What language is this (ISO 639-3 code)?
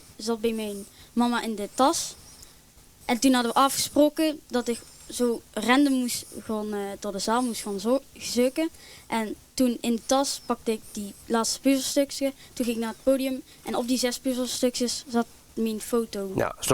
lim